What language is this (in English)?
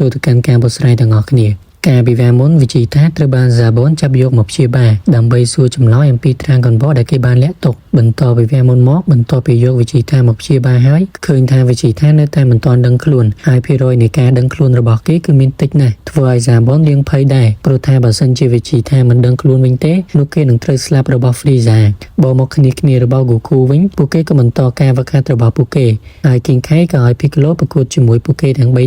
Khmer